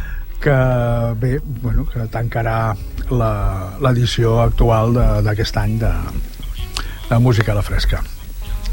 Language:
Catalan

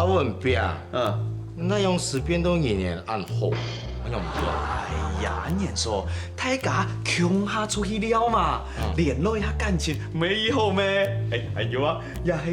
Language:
Hakka Chinese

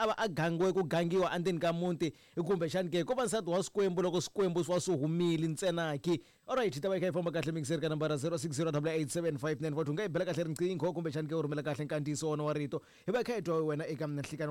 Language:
Tsonga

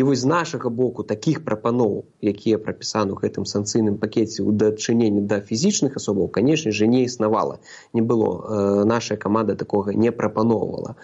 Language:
Belarusian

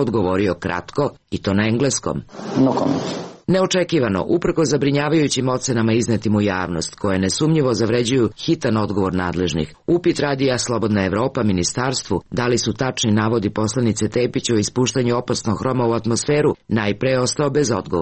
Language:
Serbian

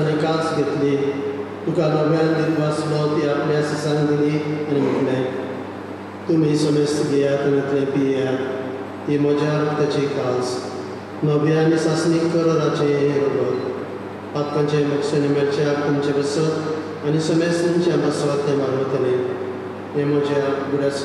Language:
Konkani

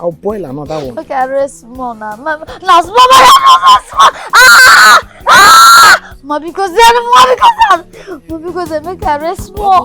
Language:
Nigerian Pidgin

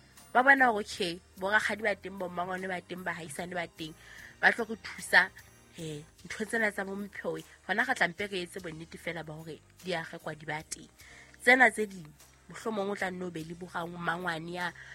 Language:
Southern Sotho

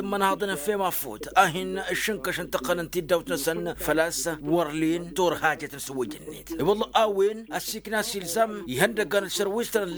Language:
Tamasheq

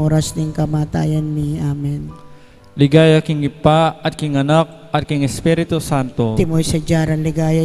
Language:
Pampanga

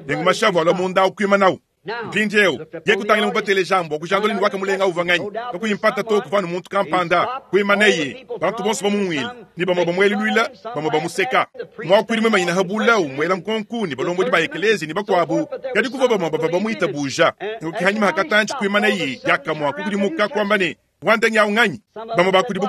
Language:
Luba-Lulua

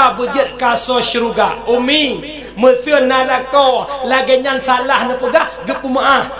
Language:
Achinese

